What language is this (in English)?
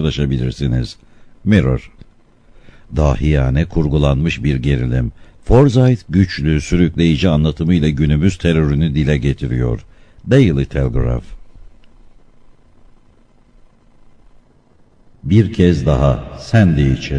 Turkish